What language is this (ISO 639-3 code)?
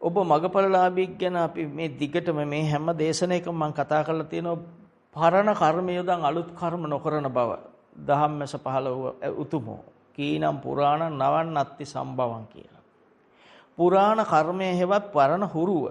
sin